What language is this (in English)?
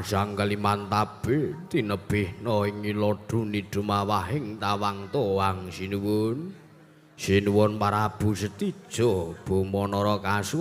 Javanese